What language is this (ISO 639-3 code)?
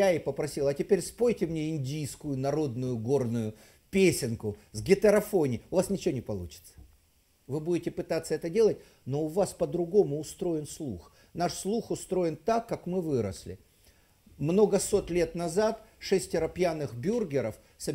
rus